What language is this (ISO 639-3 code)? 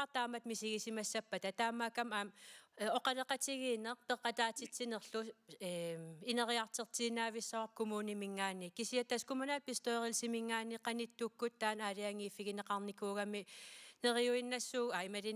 kal